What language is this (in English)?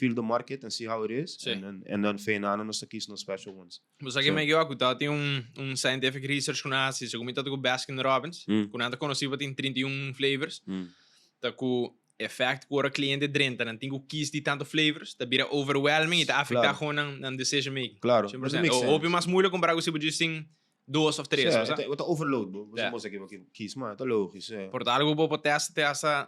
Papiamento